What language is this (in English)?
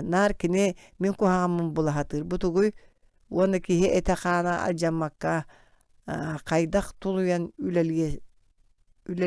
Yakut